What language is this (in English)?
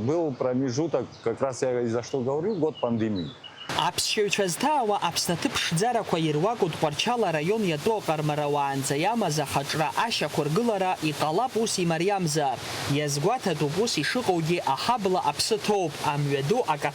Abkhazian